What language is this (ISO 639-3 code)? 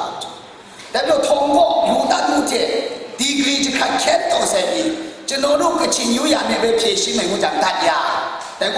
kac